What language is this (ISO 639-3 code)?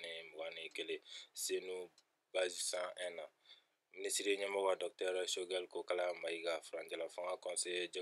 bam